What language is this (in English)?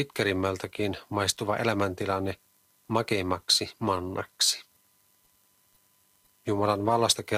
Finnish